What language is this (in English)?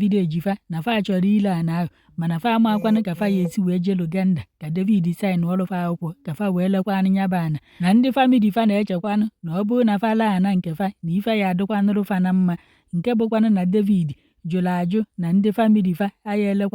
Igbo